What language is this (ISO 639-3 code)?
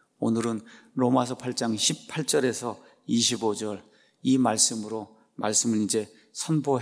kor